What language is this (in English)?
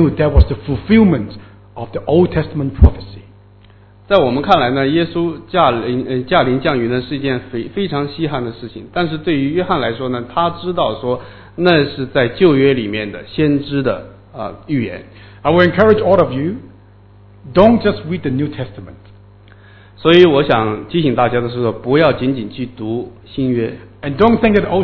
Chinese